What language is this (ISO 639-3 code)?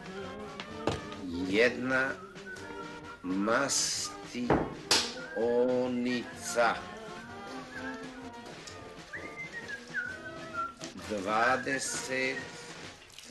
hrv